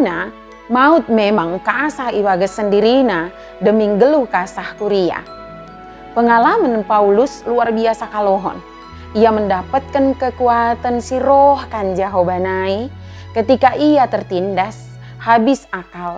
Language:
Batak Dairi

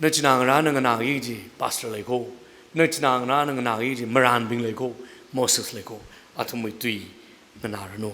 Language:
Tangkhul Naga (India)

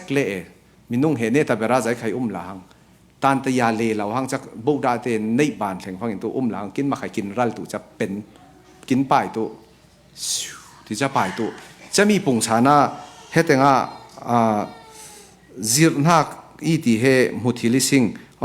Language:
Falam Chin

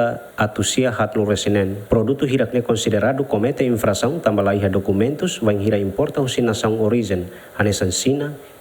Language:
Tetum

